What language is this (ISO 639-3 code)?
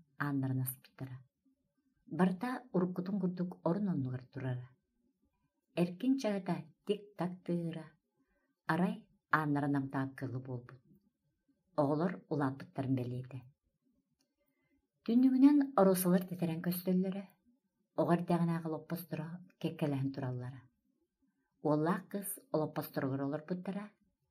sah